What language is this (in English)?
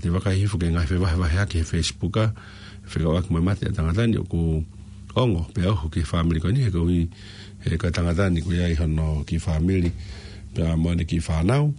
Tongan